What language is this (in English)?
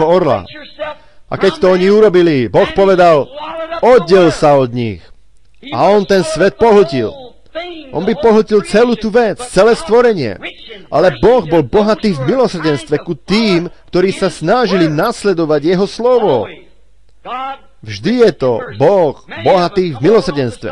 Slovak